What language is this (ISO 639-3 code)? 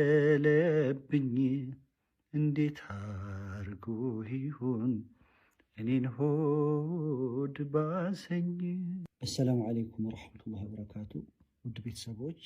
amh